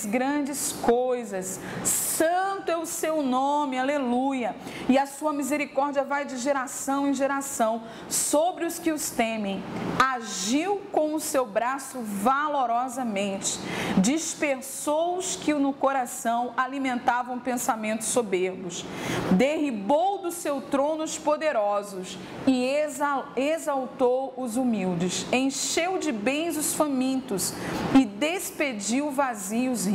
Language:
Portuguese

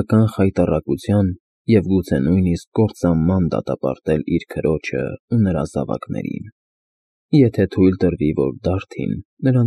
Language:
Armenian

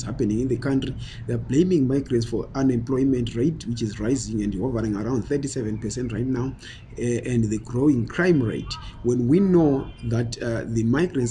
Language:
English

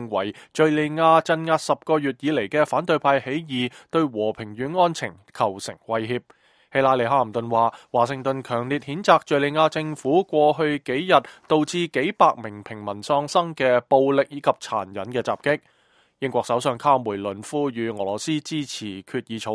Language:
Cantonese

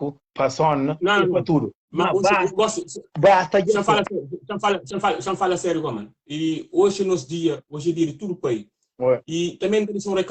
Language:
Kabuverdianu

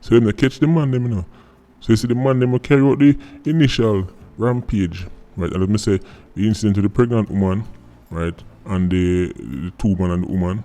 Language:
Jamaican Creole English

